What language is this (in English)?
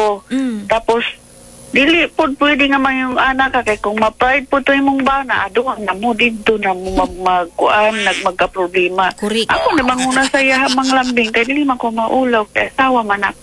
Cebuano